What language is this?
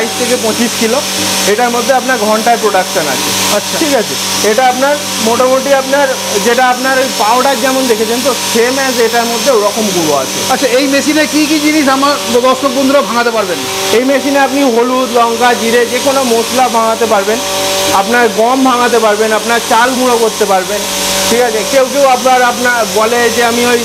Bangla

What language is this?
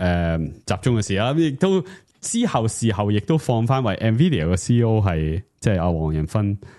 Cantonese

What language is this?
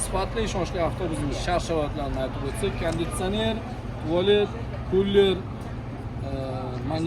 Uzbek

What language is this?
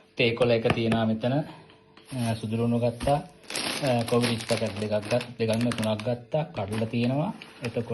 Sinhala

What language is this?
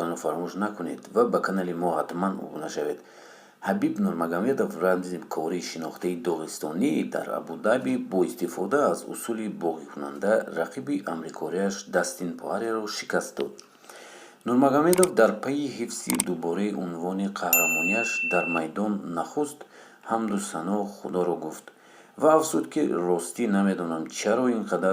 Tajik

